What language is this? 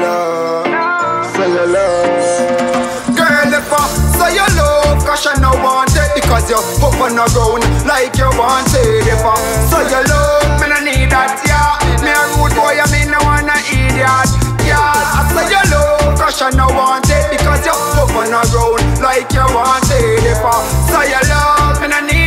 Jamaican Creole English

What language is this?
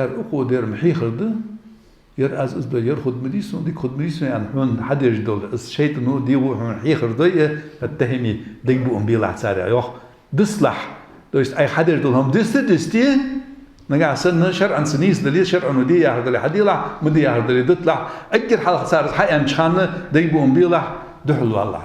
Ingush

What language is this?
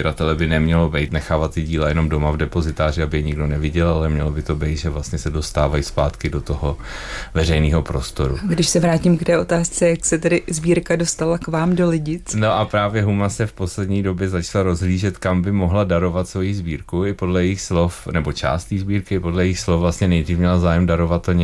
Czech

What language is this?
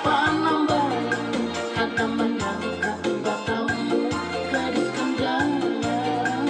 Banjar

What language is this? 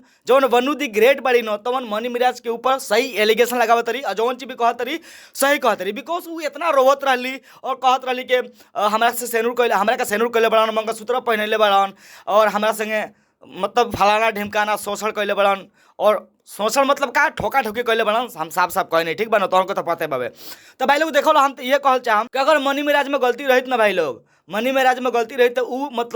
Bhojpuri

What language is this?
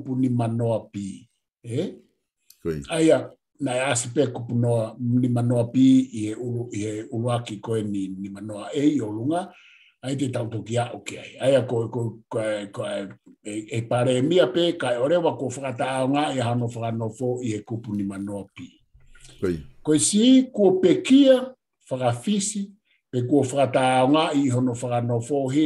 Tongan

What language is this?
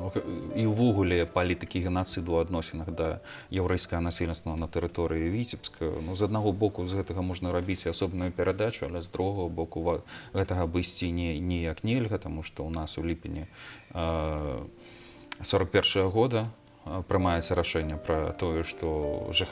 Belarusian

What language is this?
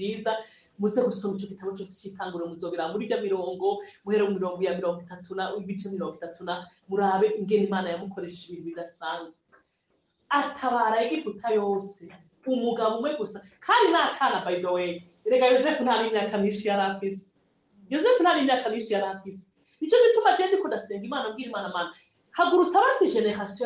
Rundi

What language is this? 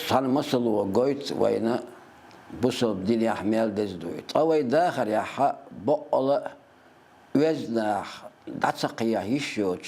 Chechen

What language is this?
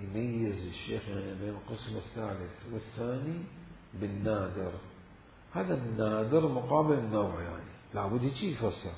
Mesopotamian Arabic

